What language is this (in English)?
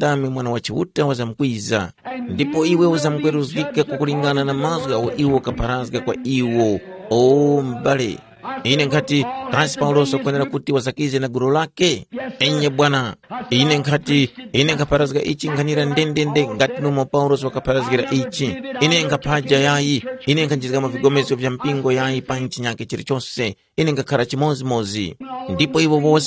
Tumbuka